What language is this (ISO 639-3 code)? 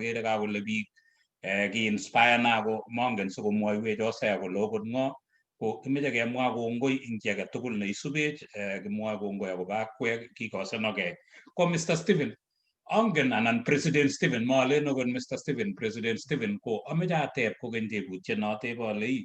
kln